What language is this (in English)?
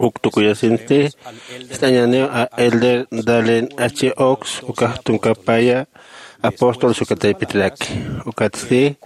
Aymara